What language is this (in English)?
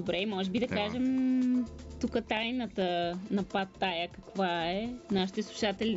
Bulgarian